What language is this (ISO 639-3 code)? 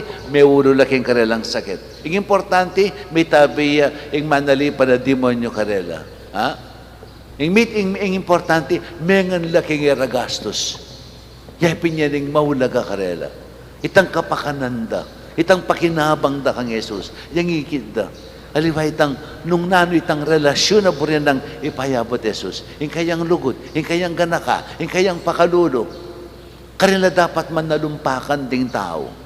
pam